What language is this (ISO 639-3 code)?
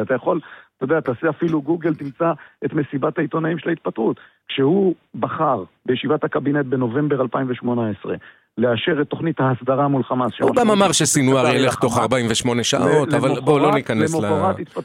heb